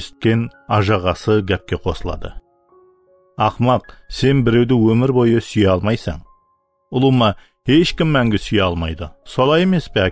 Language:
Kara-Kalpak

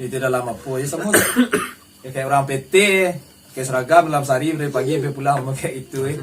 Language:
Minangkabau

